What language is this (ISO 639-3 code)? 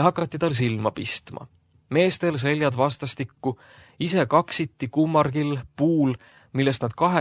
est